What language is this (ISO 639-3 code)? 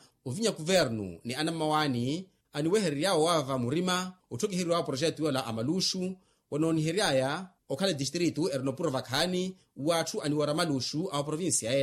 vmw